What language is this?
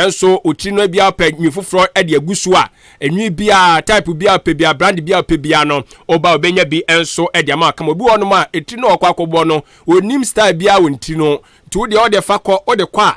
Akan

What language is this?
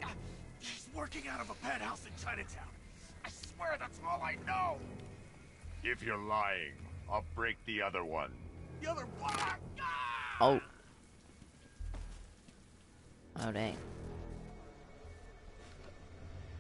English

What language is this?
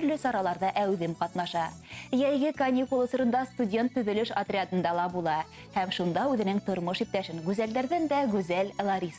Bashkir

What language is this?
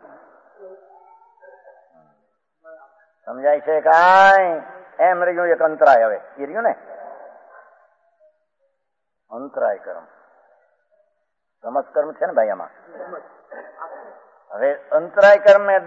Hindi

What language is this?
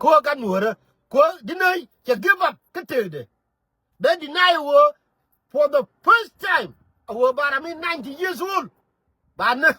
Nuer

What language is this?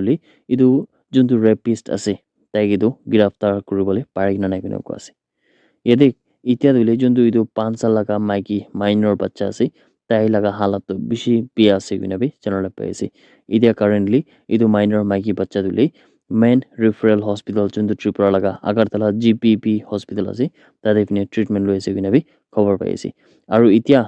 Naga Pidgin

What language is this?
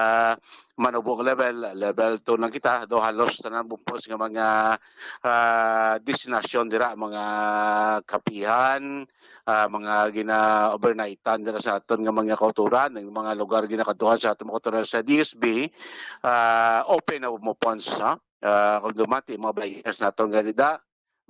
Hiligaynon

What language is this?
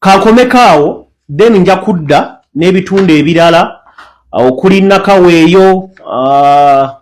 Ganda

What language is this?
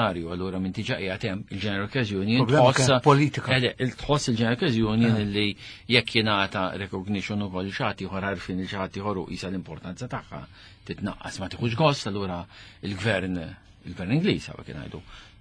Maltese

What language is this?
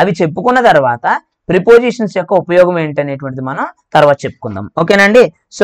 Telugu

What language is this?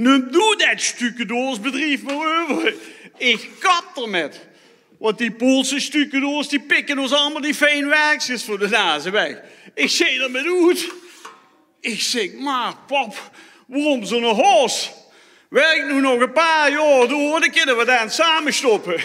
Limburgish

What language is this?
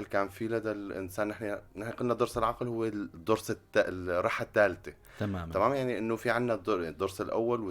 North Levantine Arabic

